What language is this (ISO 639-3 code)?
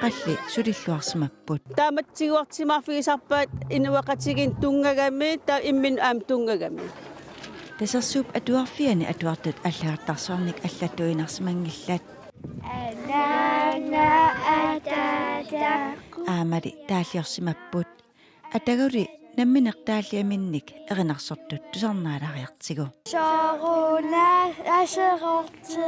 kal